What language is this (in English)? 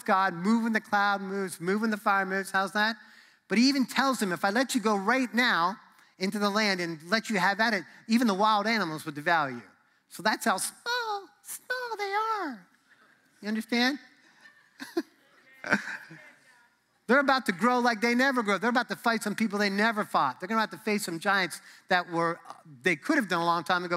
English